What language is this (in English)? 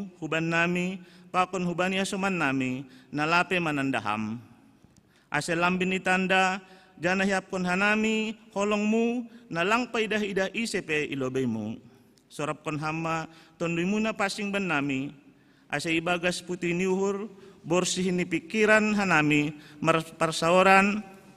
Batak Simalungun